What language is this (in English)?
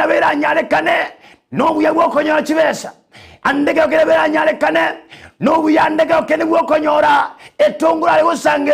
Gusii